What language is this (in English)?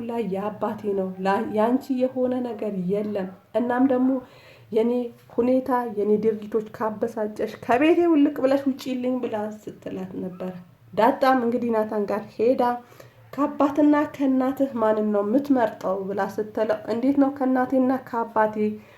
Amharic